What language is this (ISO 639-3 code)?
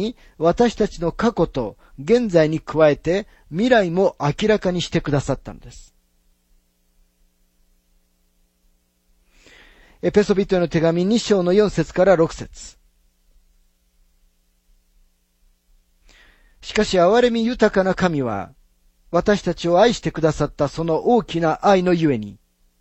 jpn